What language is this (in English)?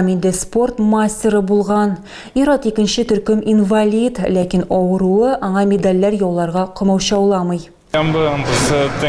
Tatar